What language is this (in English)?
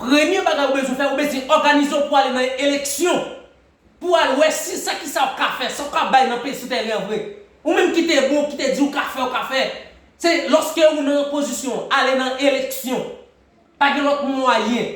Haitian Creole